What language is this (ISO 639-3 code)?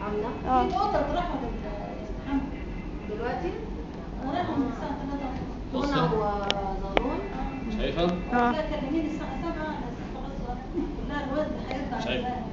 arz